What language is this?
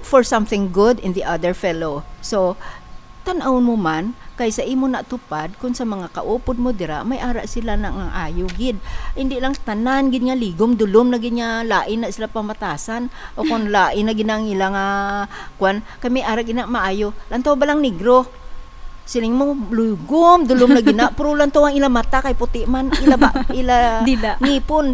Hiligaynon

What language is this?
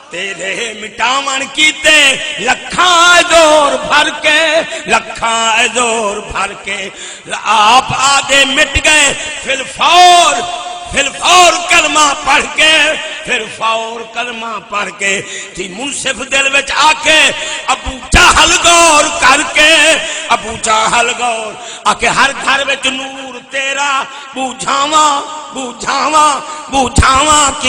Saraiki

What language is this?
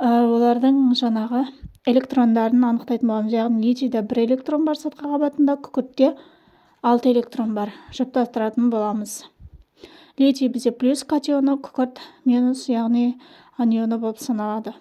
Kazakh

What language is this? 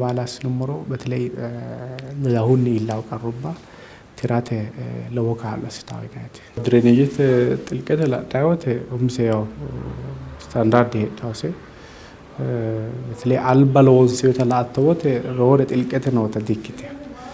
Sidamo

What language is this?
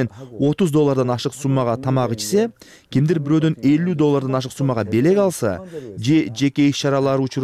Kyrgyz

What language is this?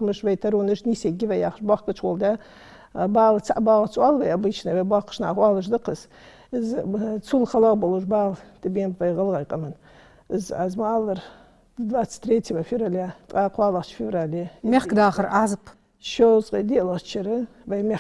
Ingush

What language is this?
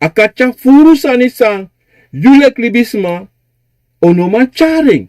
Sranan Tongo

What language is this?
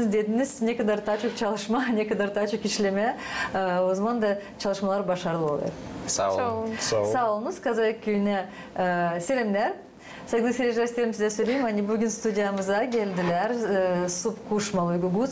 Gagauz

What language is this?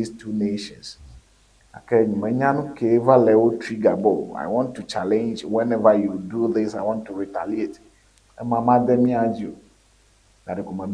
Ewe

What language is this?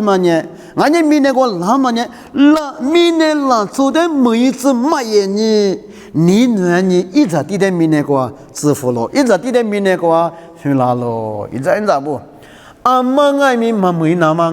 Lisu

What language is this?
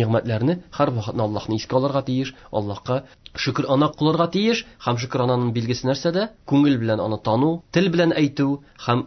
Tatar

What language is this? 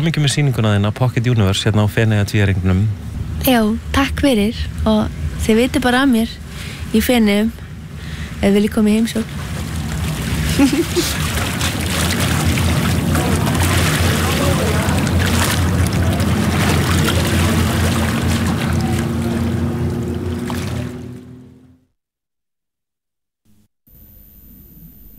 Icelandic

